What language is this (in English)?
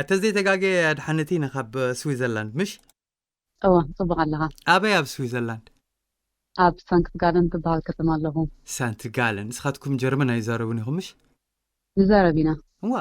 Tigrinya